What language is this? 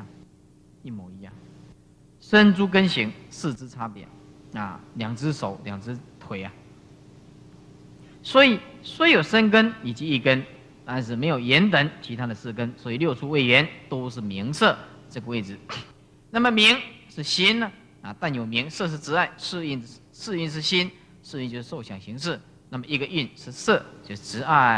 Chinese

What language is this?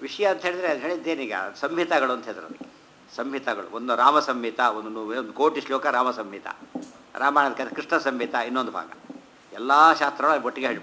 Kannada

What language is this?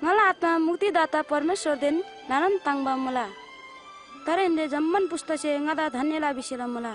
Eastern Tamang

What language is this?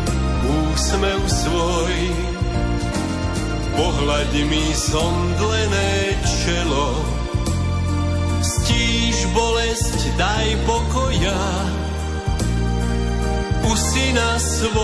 Slovak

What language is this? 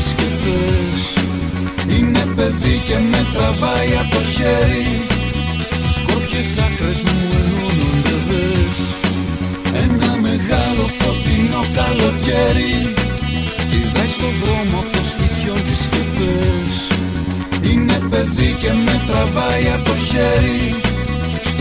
Greek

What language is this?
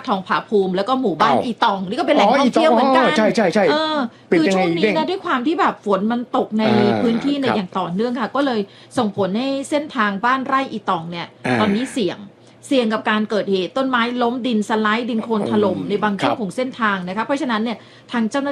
Thai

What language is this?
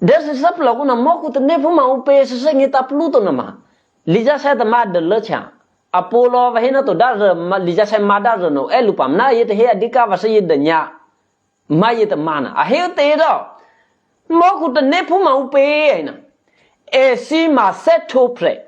Eastern Kayah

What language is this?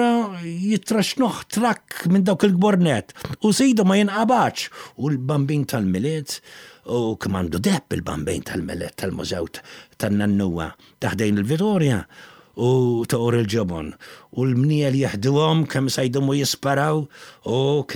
Maltese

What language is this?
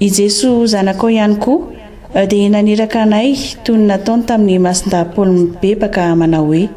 Malagasy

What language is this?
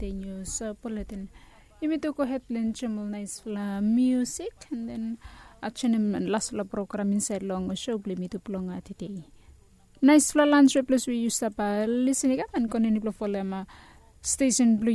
Bislama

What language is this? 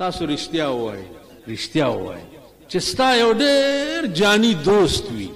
Pashto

